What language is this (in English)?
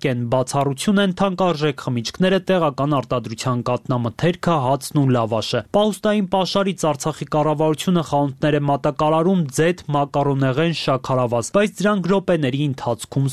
Armenian